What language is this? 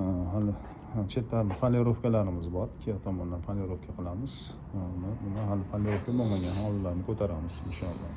Uzbek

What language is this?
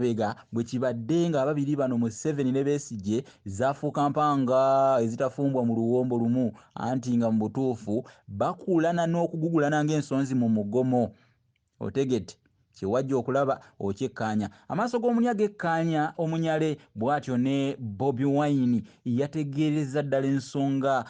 Ganda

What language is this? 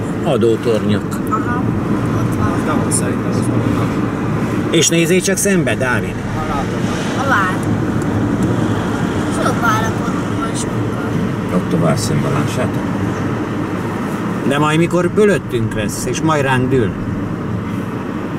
Hungarian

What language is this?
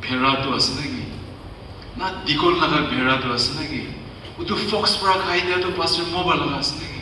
Naga Pidgin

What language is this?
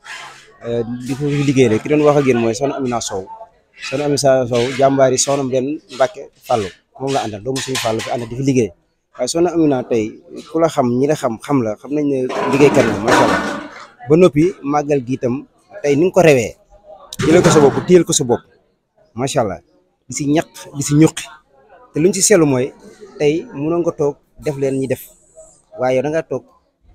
Wolof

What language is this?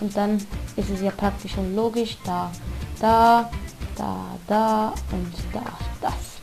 Swiss German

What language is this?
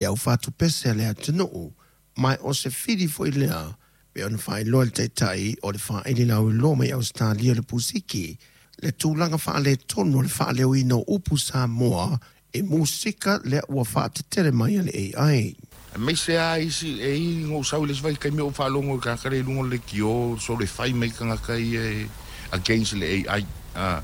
Samoan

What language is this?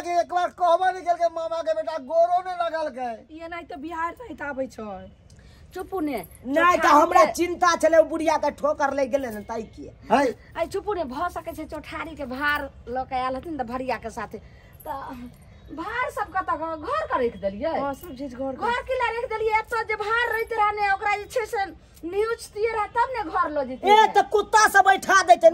Maithili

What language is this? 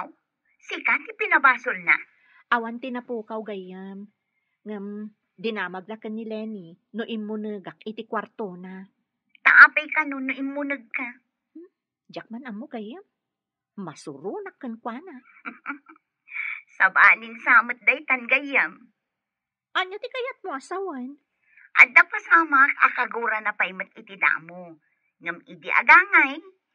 Iloko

